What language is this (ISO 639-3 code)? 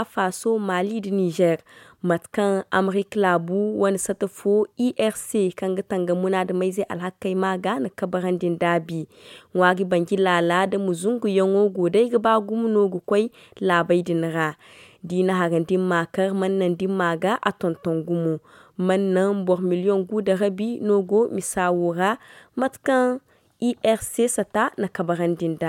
dje